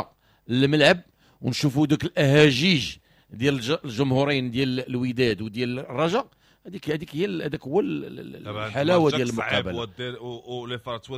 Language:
Moroccan Arabic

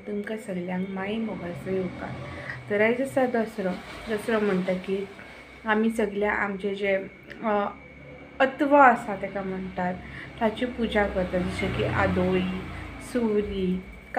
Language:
Konkani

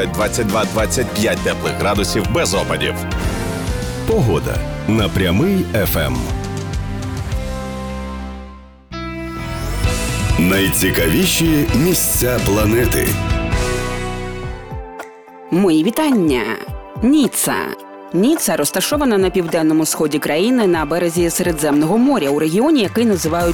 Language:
Ukrainian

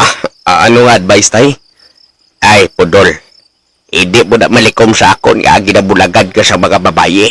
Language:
Hiligaynon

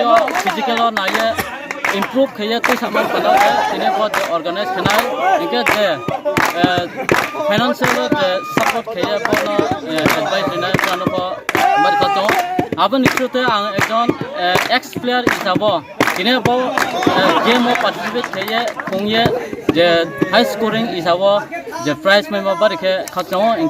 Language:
Riang (India)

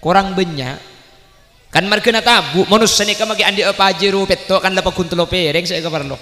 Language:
Madurese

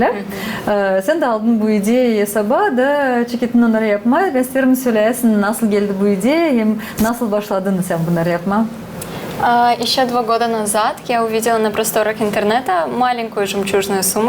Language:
Gagauz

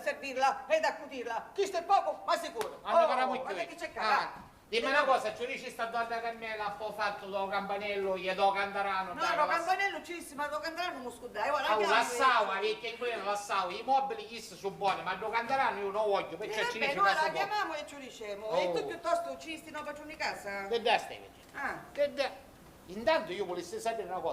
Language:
Sicilian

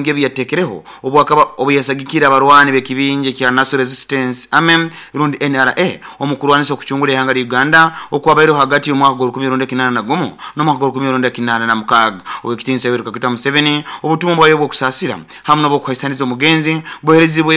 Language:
Nyoro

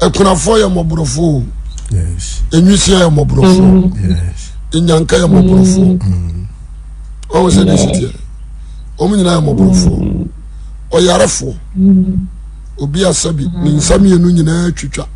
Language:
Akan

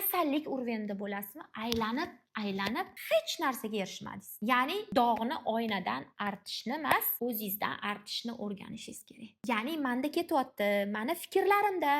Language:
Uzbek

